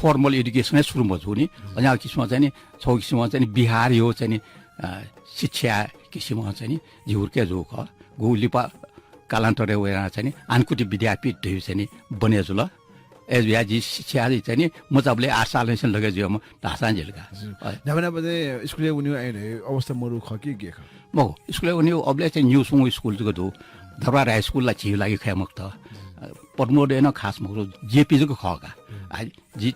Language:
Newari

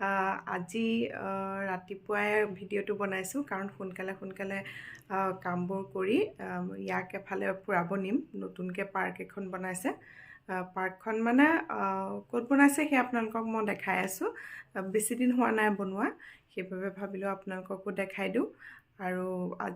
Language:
Assamese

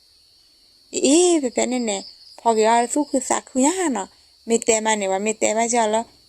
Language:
S'gaw Karen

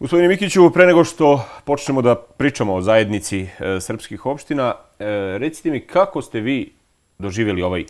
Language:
Serbian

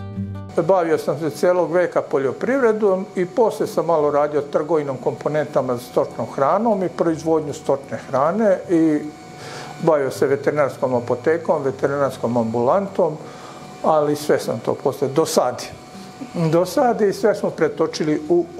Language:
Serbian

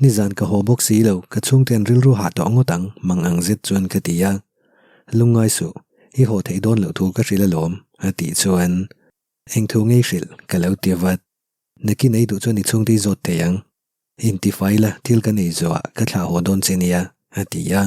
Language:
Mizo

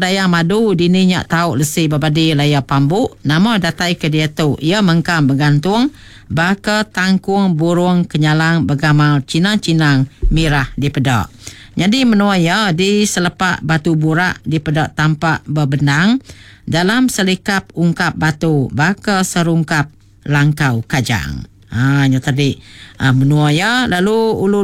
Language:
Iban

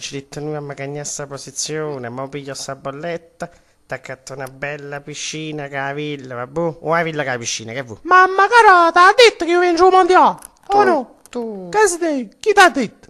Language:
Neapolitan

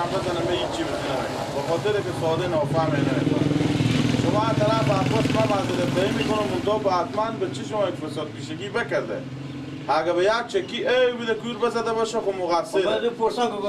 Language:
Persian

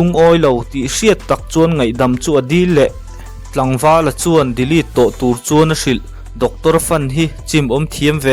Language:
Mizo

